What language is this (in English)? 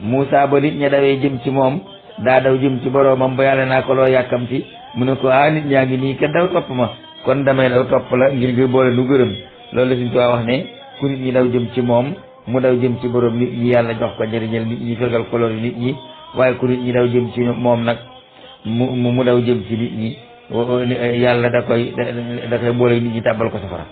Wolof